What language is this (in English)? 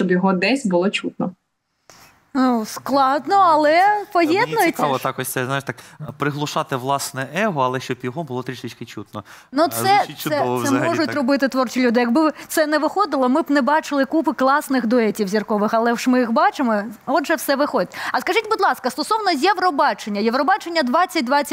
Ukrainian